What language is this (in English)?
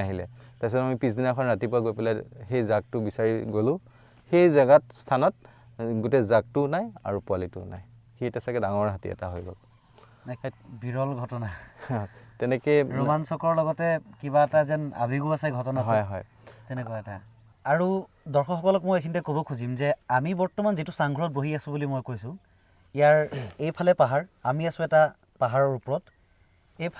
Assamese